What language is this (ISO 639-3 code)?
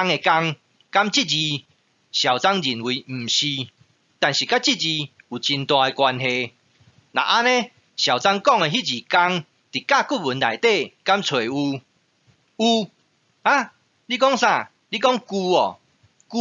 nan